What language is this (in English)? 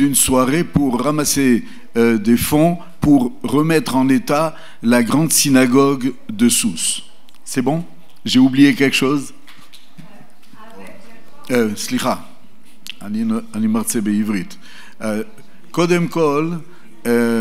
Hebrew